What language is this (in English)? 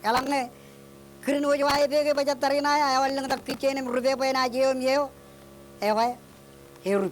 Marshallese